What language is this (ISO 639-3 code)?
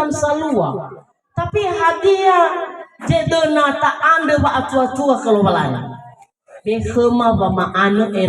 nia